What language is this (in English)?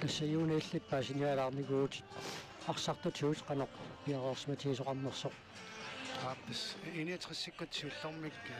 Kalaallisut